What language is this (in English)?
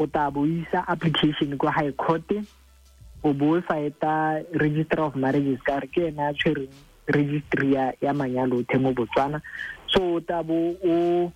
Tswana